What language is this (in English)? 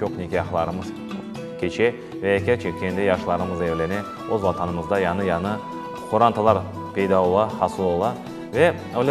Crimean Tatar